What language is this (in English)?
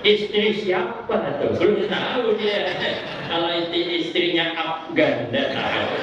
Banjar